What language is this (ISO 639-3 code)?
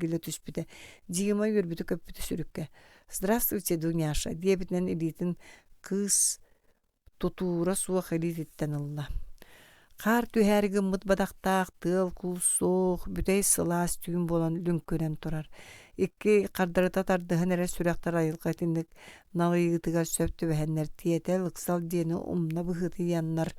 sah